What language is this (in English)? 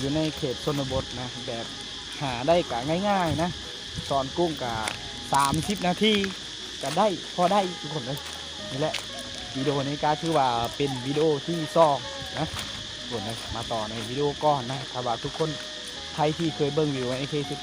Lao